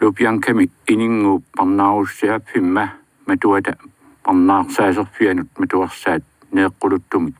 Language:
Kalaallisut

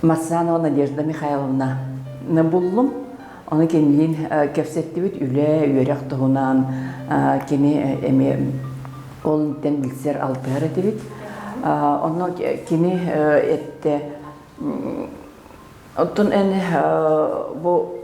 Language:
Yakut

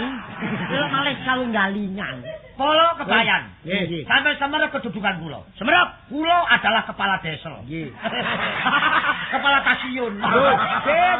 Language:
Javanese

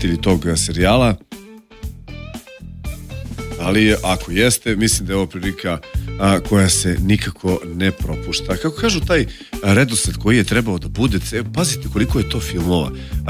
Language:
Serbian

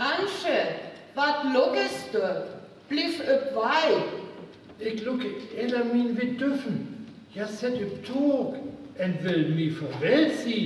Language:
Northern Frisian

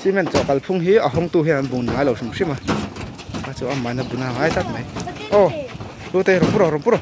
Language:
Mizo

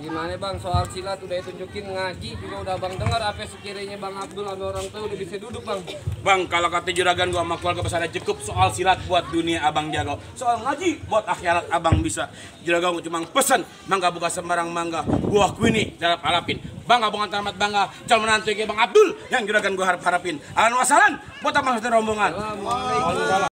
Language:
Betawi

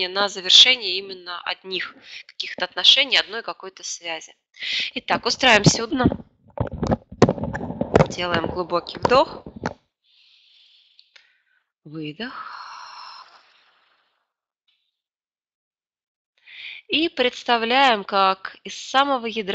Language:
Russian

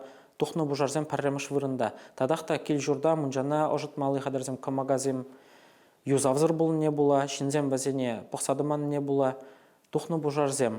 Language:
Chuvash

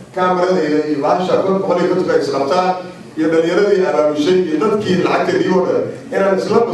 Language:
Somali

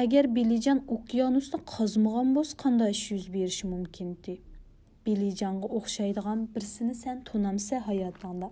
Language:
Uyghur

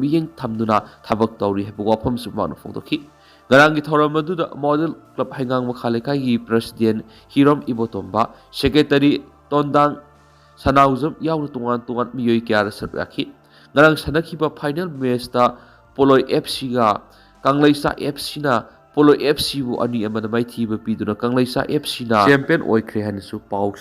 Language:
Manipuri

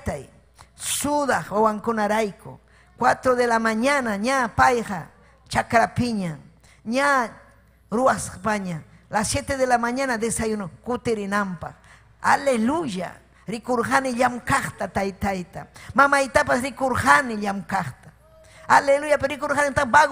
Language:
Ayacucho Quechua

